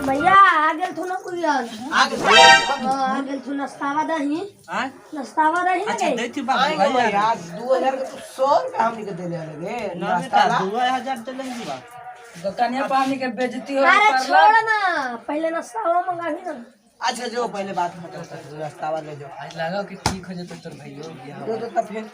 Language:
Magahi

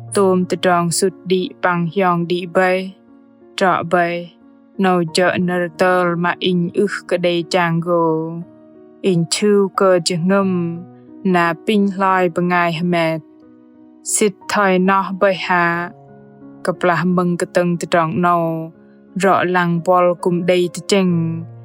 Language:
Bahnar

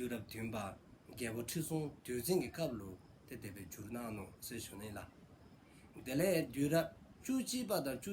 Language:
Dzongkha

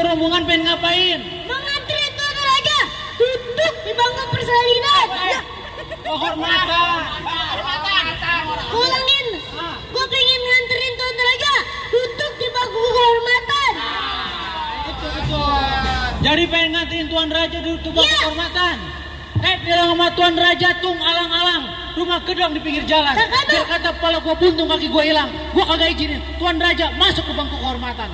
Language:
Betawi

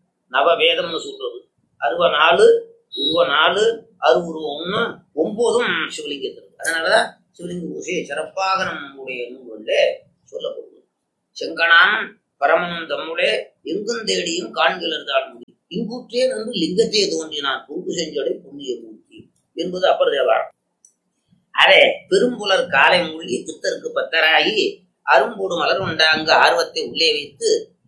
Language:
Tamil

